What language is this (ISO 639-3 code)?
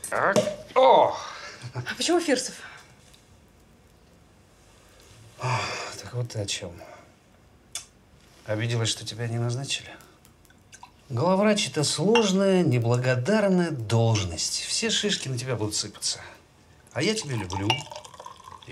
rus